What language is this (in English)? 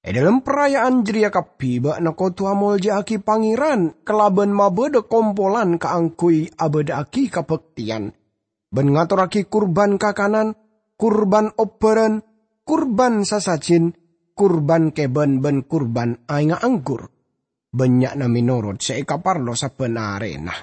Madurese